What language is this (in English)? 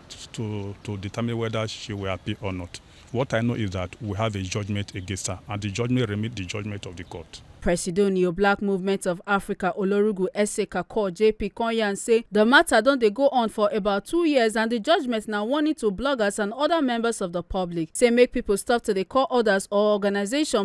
Nigerian Pidgin